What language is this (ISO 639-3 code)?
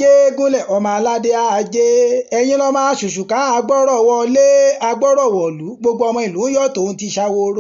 yor